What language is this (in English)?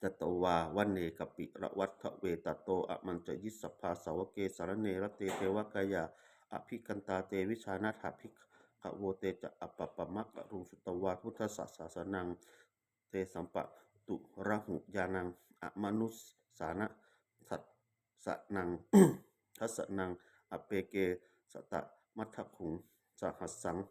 Pali